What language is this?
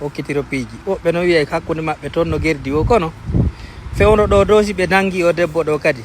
Fula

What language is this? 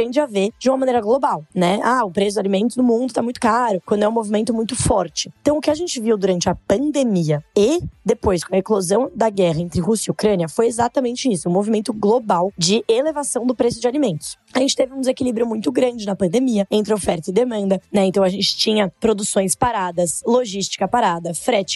Portuguese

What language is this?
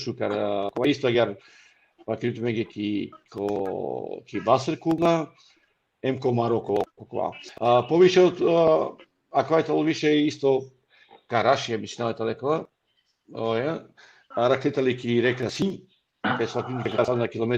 Balkan Romani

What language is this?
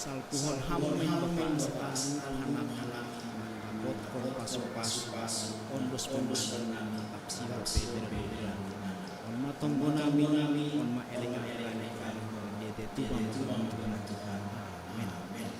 Batak Simalungun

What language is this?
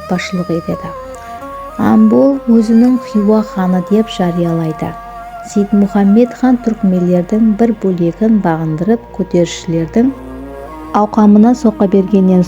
Kara-Kalpak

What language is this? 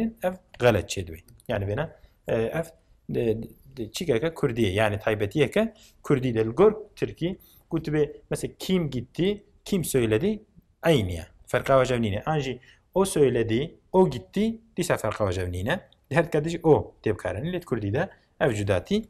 Kurdish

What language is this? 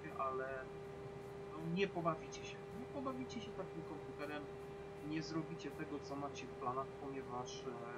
Polish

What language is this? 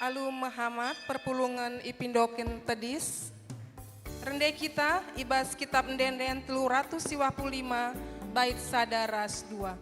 Batak Karo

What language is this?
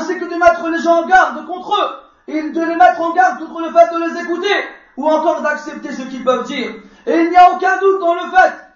French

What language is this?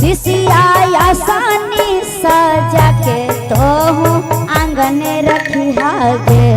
Magahi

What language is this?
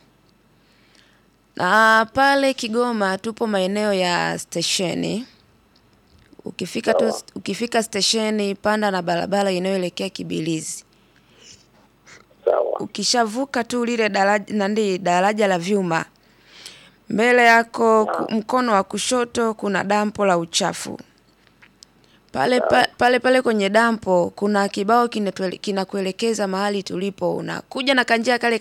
Swahili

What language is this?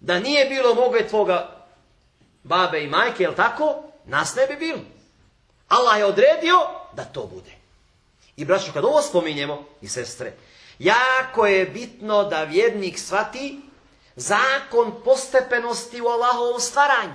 Bosnian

